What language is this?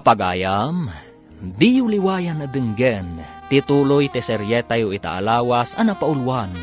Iloko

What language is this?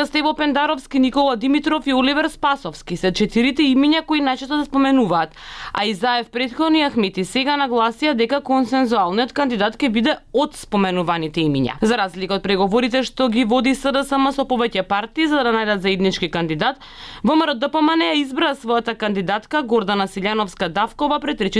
Macedonian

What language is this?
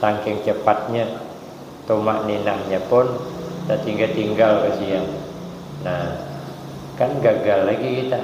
Banjar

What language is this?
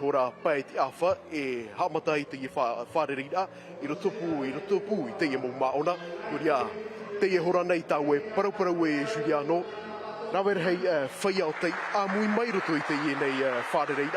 Tahitian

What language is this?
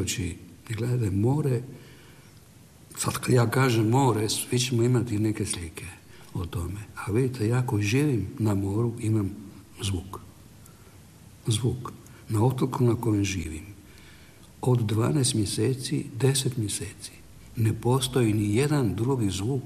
Croatian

